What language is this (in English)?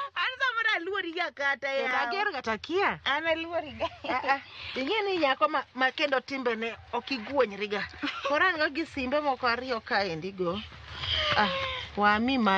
Luo (Kenya and Tanzania)